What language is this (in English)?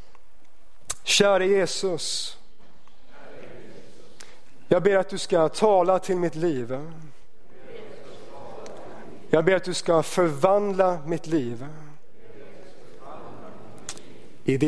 Swedish